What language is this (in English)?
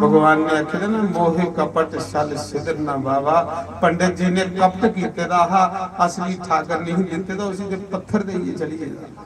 Dogri